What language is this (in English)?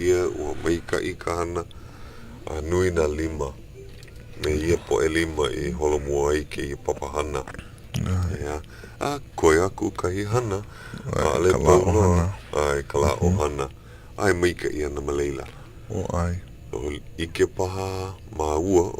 Hawaiian